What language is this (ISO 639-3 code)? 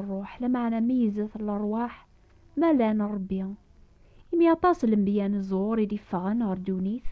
kab